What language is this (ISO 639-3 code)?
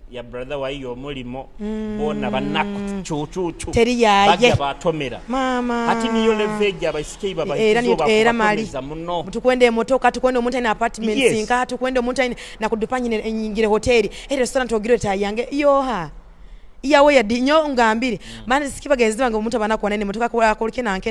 nyo